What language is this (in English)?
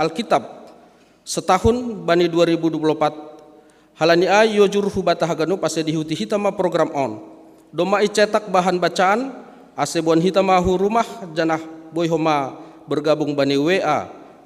Batak Simalungun